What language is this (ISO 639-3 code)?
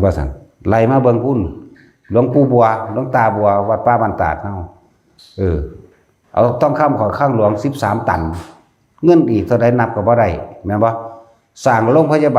lao